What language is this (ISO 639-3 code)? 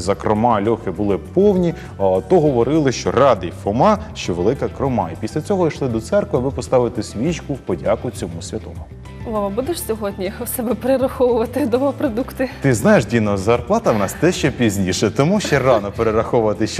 ukr